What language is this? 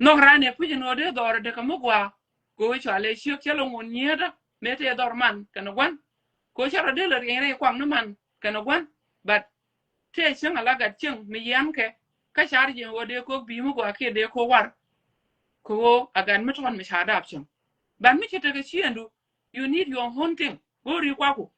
Nuer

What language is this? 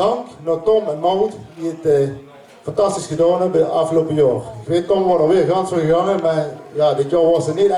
Limburgish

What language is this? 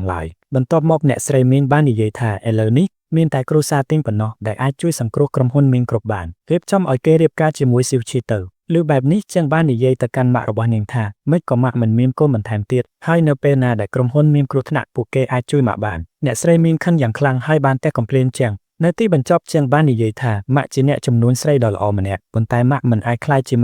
Khmer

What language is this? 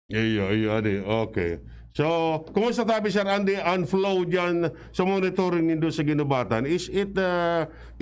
Bikol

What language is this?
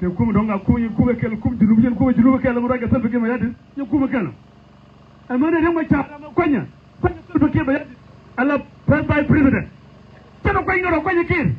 Nuer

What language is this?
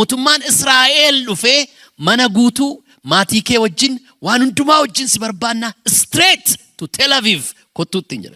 Oromo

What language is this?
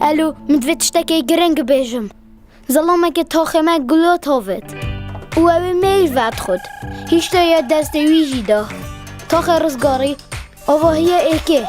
Kurdish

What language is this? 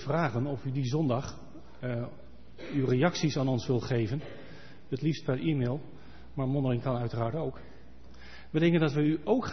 Dutch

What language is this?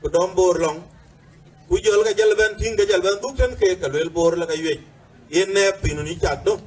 Dinka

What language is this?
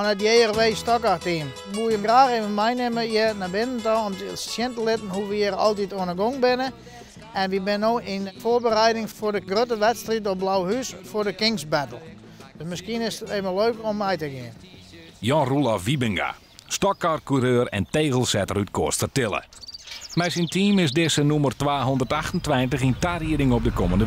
Western Frisian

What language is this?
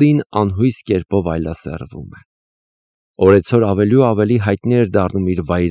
Armenian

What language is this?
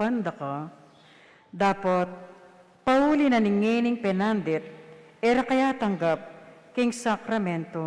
Pampanga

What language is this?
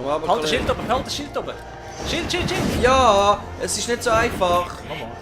Swiss German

